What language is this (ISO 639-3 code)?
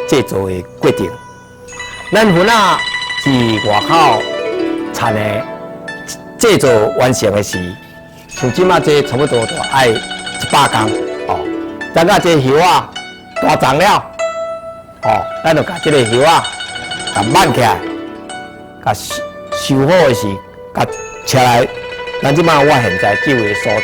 nan